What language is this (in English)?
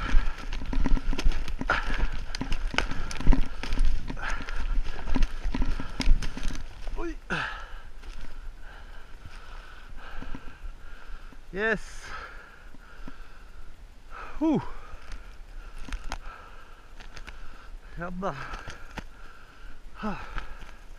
Norwegian